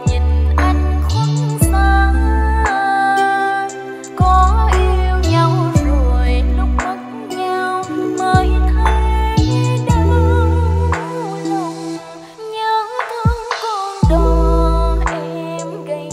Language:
Vietnamese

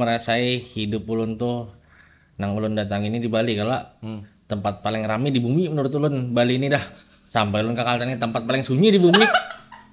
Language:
Banjar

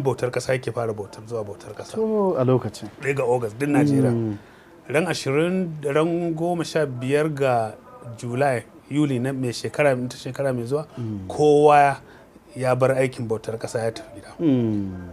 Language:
Hausa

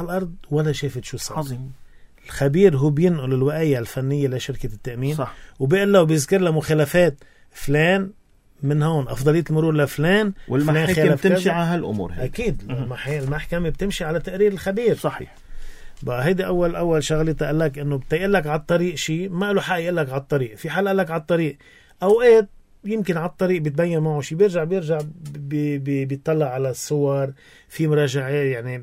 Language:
North Levantine Arabic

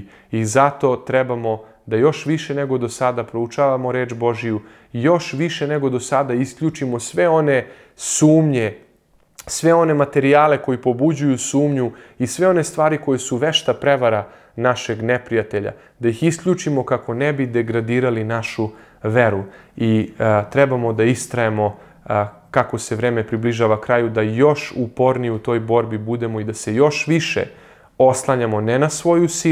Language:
Serbian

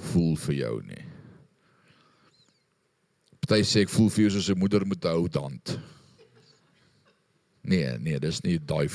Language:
Afrikaans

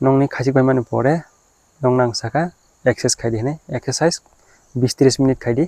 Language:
Kok Borok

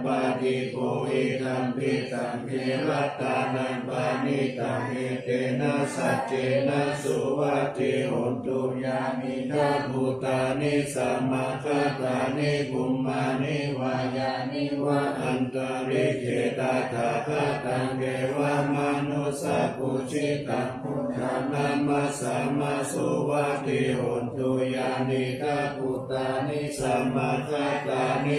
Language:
Pali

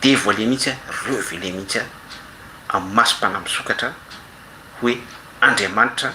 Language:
Malagasy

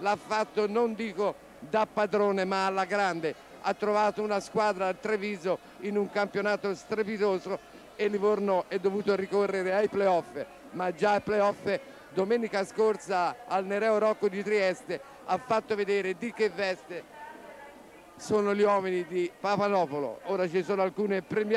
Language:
Italian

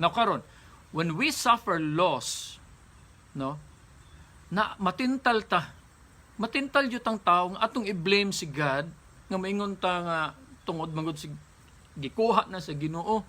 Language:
Cebuano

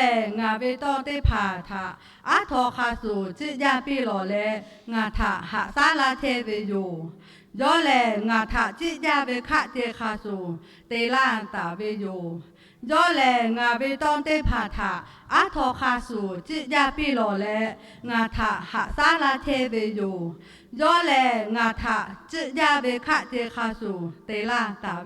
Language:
Lahu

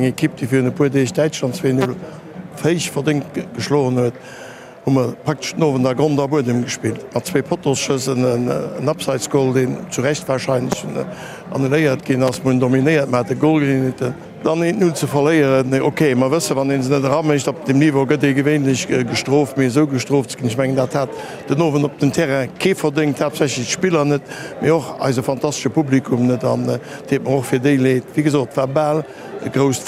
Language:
Luxembourgish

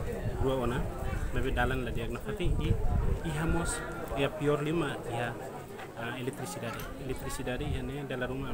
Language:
Tetum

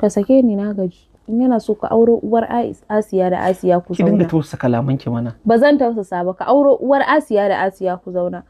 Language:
Hausa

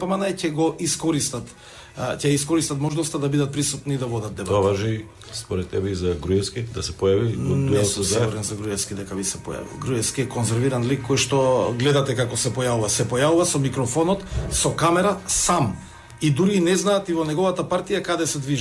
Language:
Macedonian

